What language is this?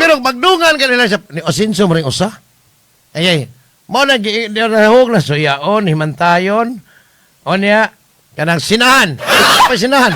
Cebuano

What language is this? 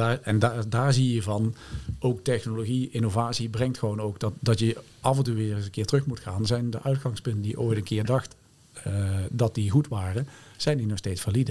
Dutch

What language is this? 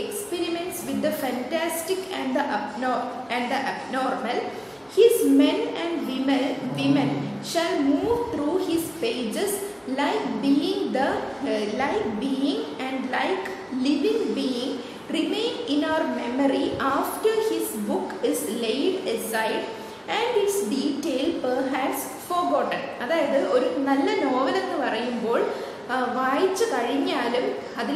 Malayalam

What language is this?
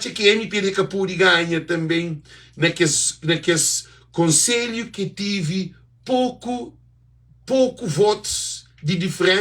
Kabuverdianu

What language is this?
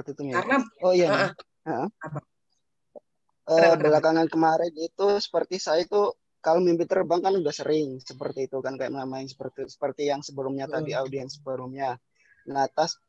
Indonesian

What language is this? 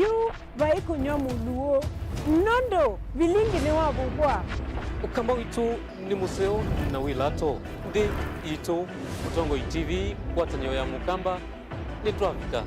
Kamba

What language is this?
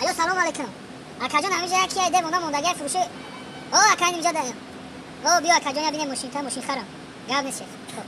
Tajik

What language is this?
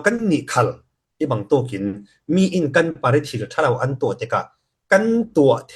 Falam Chin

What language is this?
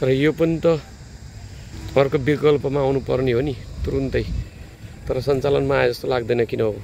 Nepali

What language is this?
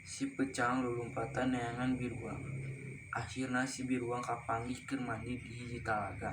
Sundanese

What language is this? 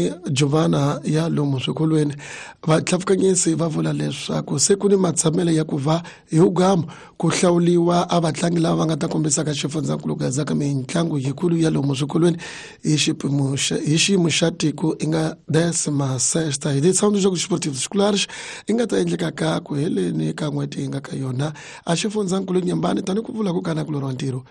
Tsonga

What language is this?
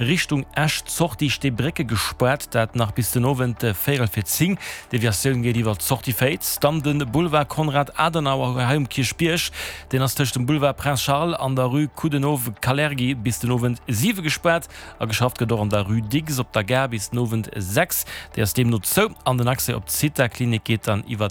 Luxembourgish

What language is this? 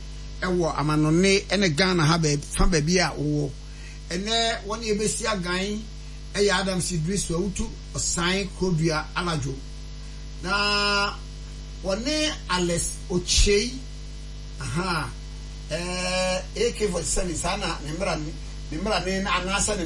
Akan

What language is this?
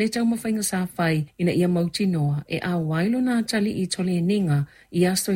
Samoan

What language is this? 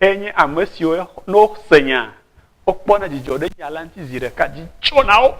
Ewe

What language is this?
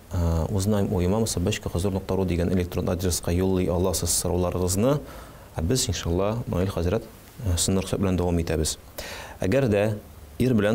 Tatar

